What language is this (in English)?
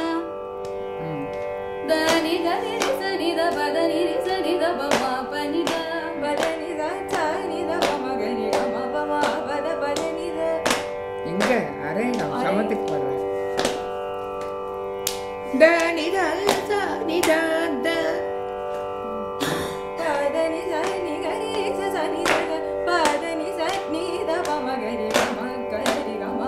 Tamil